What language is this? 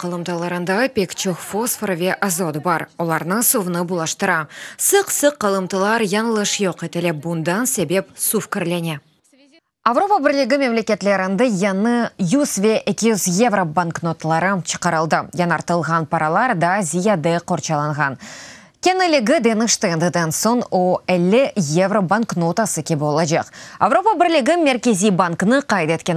Crimean Tatar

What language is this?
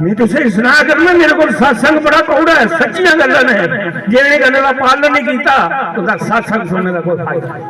Dogri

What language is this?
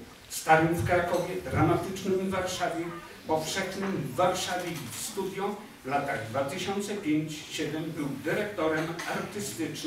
Polish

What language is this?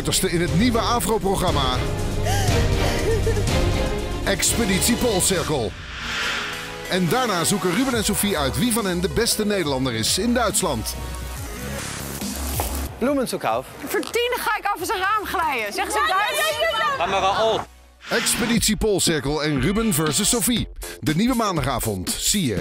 Dutch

